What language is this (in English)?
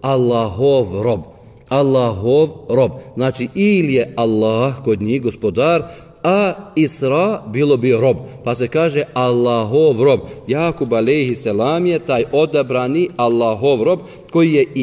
Bosnian